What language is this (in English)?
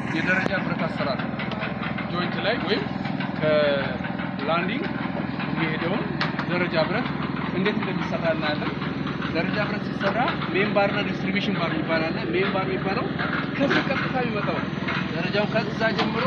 Amharic